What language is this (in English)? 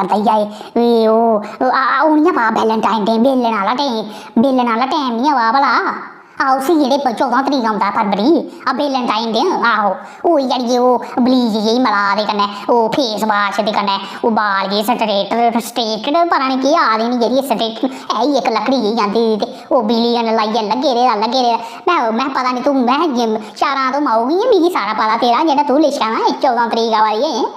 Dogri